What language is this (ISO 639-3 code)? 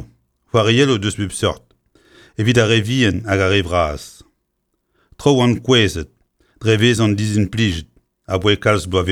bre